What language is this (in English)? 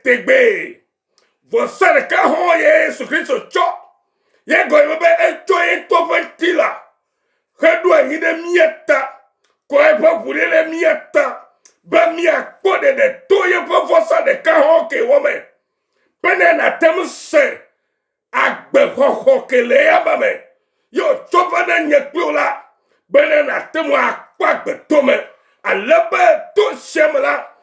Ewe